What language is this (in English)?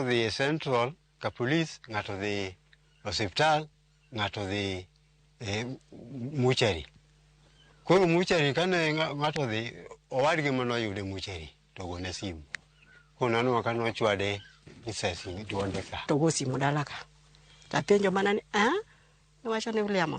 Luo (Kenya and Tanzania)